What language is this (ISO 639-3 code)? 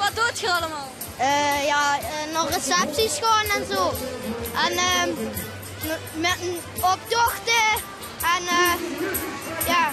lim